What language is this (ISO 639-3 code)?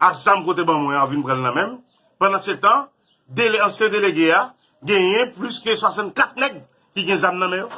hat